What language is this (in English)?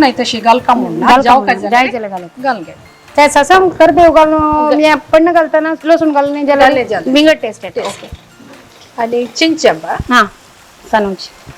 Konkani